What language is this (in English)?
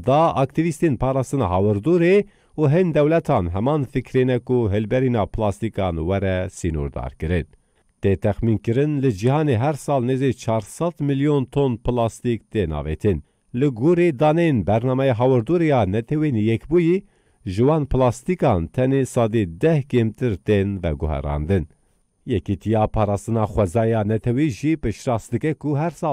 Kurdish